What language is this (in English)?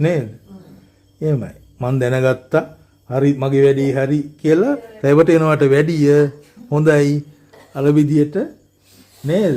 Sinhala